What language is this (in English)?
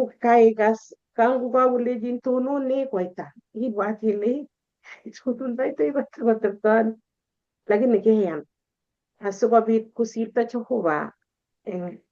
Kalenjin